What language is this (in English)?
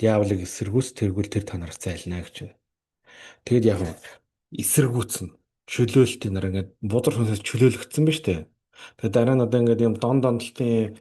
Mongolian